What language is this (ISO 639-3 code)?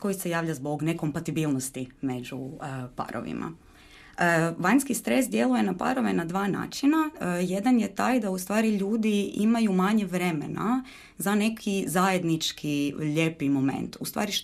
hrv